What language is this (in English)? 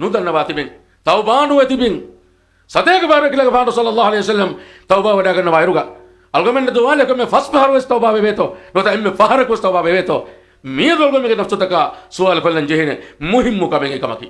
Divehi